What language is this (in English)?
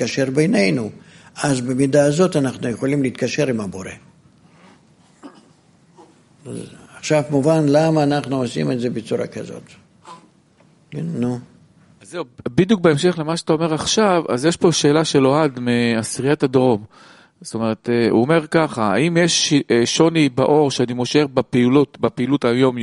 Hebrew